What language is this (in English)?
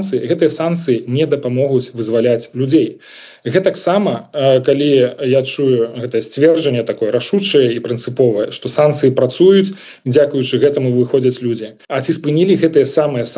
Belarusian